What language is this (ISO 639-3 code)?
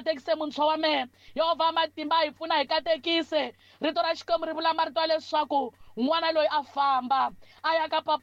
tso